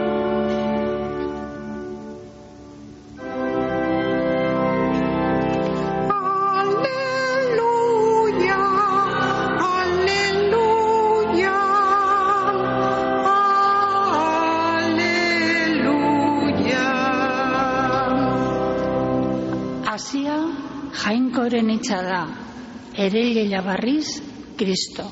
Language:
Basque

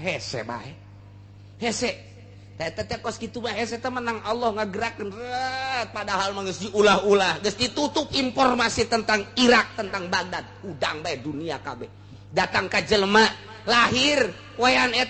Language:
Sundanese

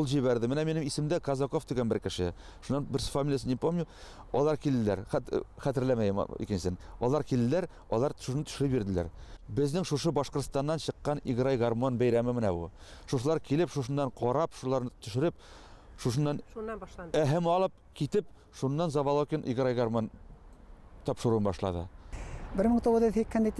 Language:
Bashkir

